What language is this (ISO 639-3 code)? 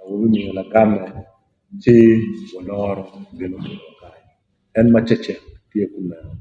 ach